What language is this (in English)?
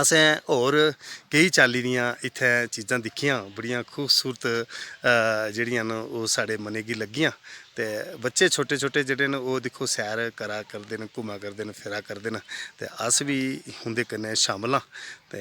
Dogri